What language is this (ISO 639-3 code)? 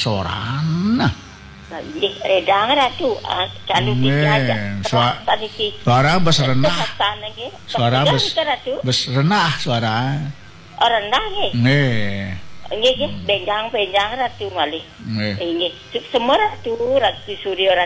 ban